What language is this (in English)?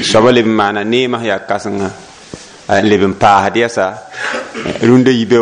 Mossi